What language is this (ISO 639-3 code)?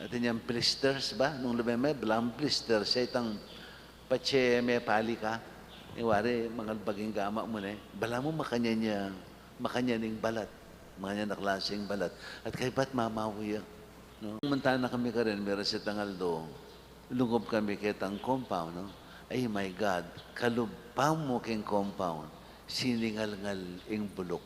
pam